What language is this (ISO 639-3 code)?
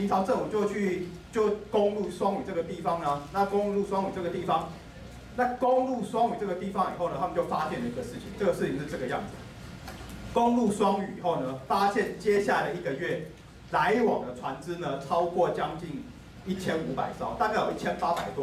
zho